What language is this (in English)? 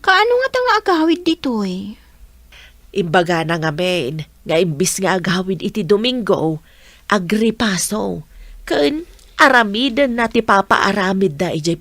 Iloko